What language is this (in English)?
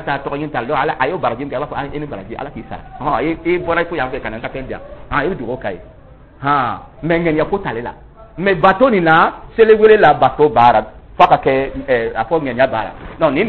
Dyula